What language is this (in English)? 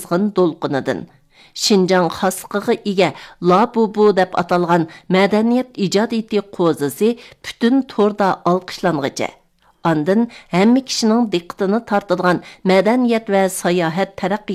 Uyghur